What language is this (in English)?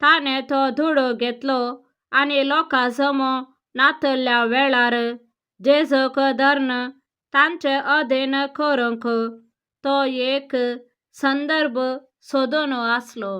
Konkani